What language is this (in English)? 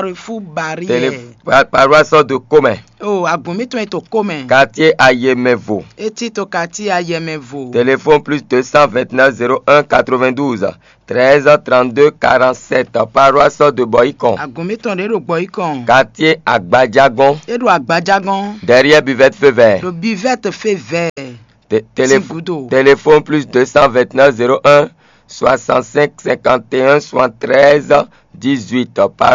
Fon